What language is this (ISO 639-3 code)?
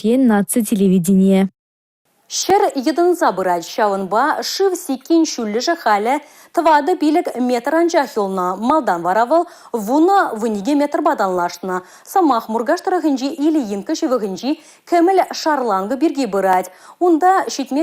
chv